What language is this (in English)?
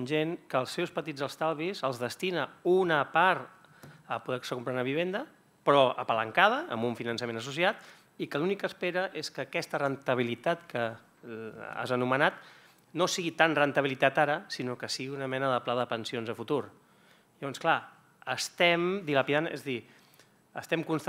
Catalan